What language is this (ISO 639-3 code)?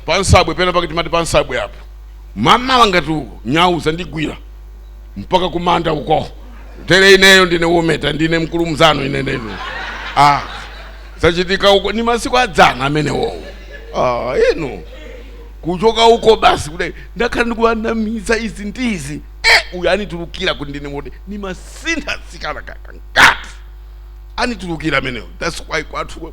nya